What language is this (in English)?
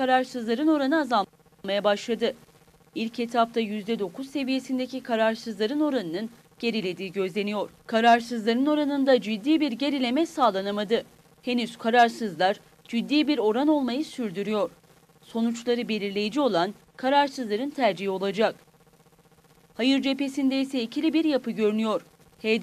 Turkish